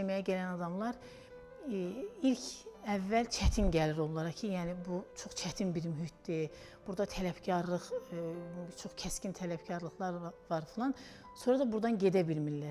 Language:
Azerbaijani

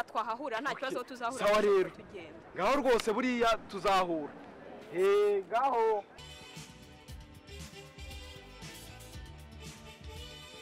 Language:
Kinyarwanda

